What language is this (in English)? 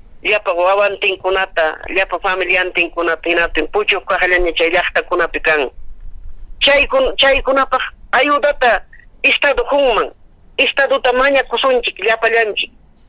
Ayacucho Quechua